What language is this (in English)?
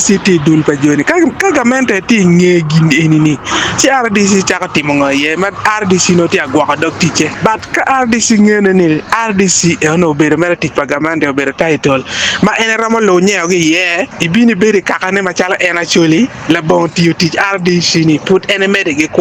Acoli